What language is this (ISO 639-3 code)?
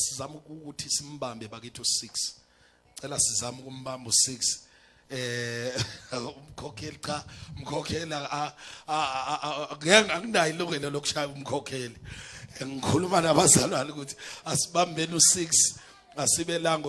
zul